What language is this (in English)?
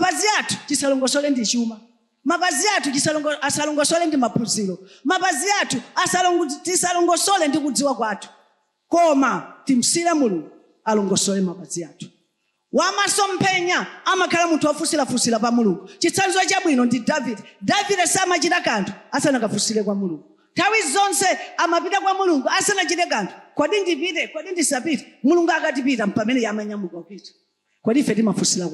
Nyanja